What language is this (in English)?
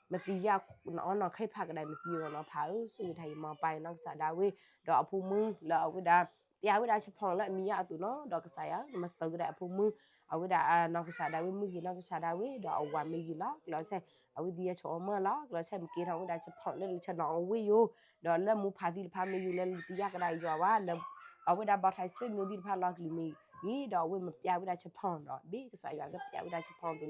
S'gaw Karen